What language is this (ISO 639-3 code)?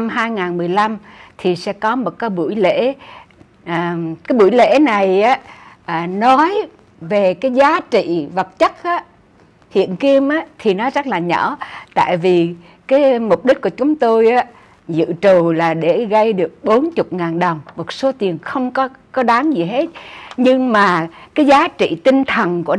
vie